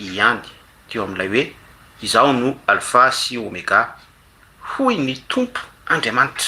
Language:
Malagasy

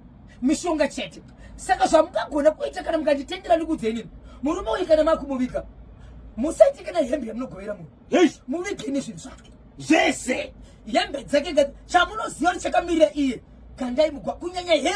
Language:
Shona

